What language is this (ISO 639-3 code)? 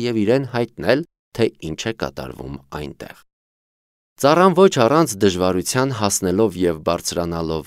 hye